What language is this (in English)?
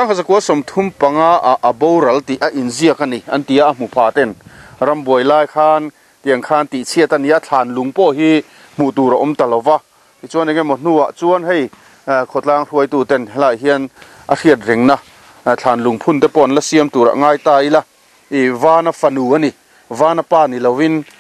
Mizo